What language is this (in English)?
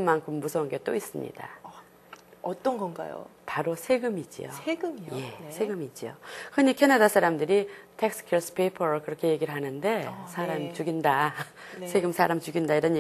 Korean